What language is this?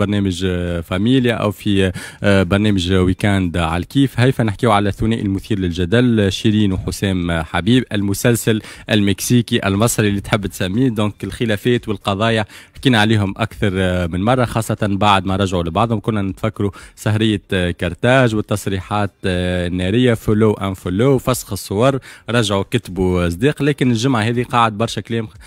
Tunisian Arabic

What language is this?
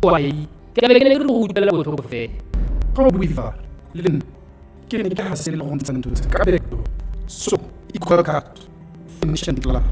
Tswana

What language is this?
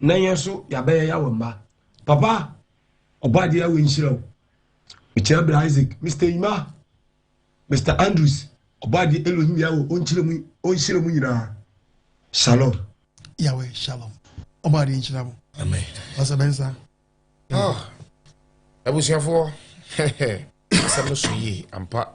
Akan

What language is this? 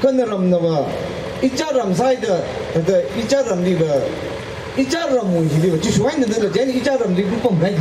Tangkhul Naga (India)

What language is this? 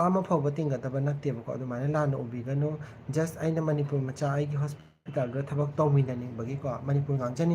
Manipuri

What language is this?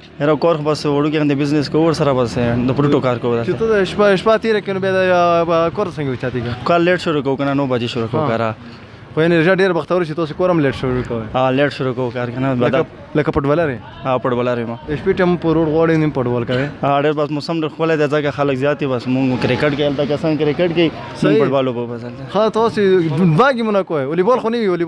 Pashto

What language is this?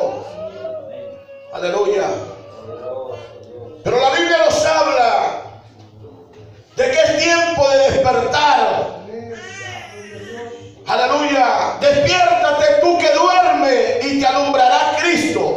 Spanish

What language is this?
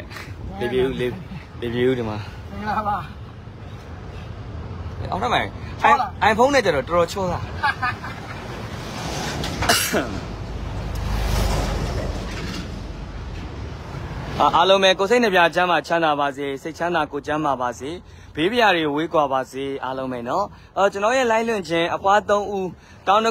Burmese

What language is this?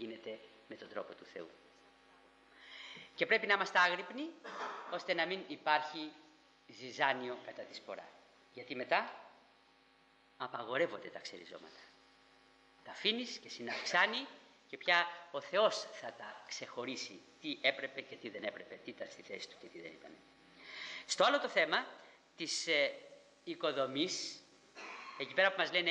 Greek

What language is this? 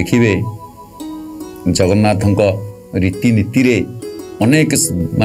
Odia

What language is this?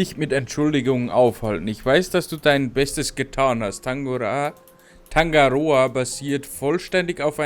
Bavarian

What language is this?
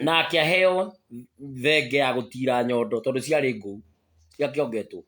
Kikuyu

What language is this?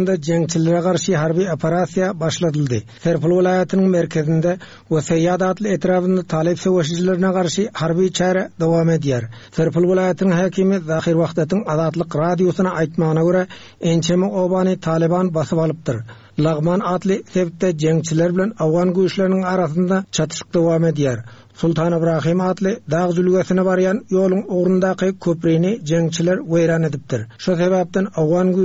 Turkmen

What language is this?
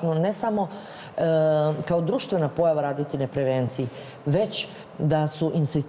Serbian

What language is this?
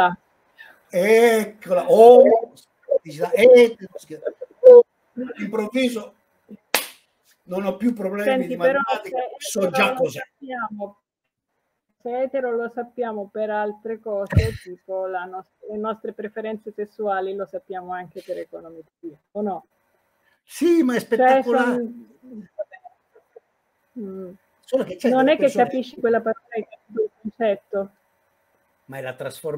Italian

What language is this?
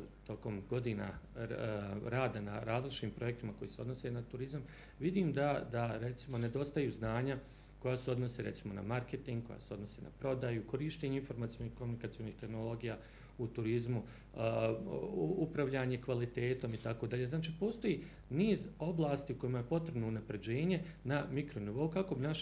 Bosnian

